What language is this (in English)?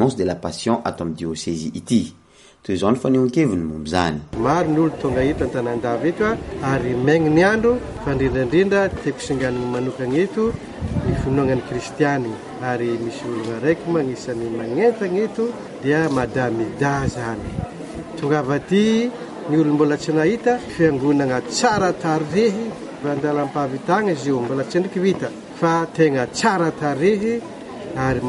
Malagasy